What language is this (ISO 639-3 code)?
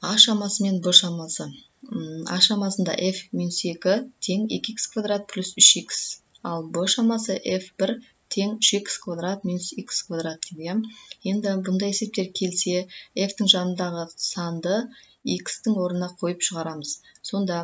kaz